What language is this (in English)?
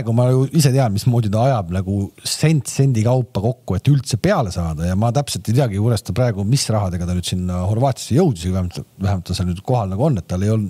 Estonian